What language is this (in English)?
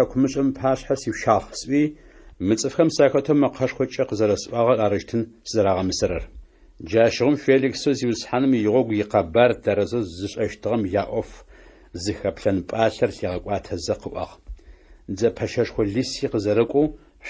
Adyghe